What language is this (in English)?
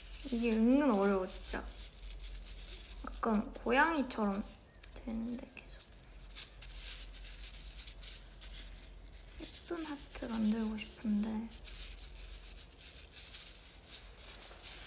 Korean